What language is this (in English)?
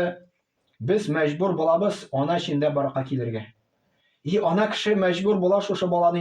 Tatar